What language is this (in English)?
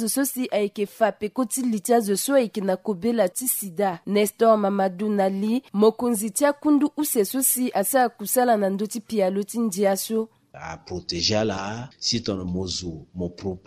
Sango